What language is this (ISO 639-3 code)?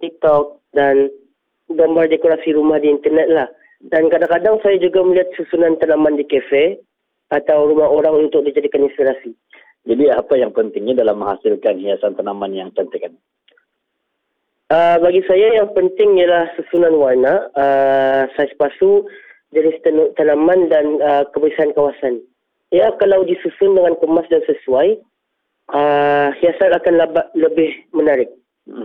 msa